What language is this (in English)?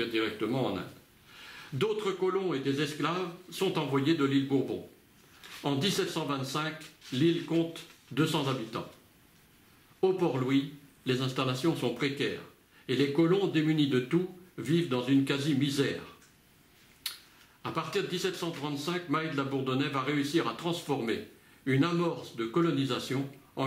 French